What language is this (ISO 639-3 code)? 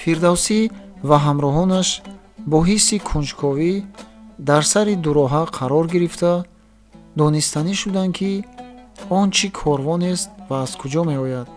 tgk